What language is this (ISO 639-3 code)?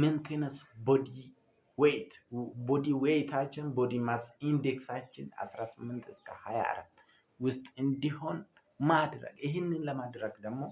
amh